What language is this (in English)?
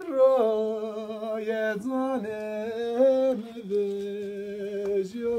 Zaza